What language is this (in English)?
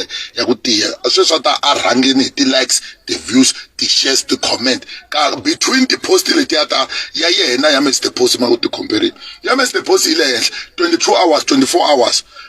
Tsonga